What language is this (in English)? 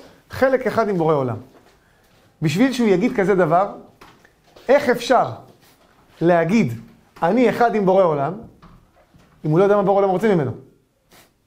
Hebrew